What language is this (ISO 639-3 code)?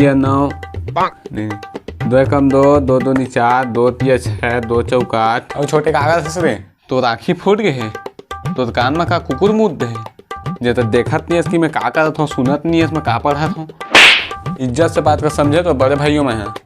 hne